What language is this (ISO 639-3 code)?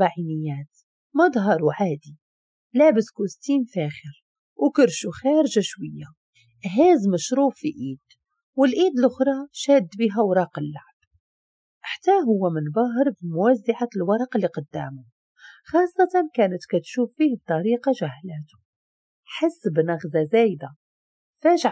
ary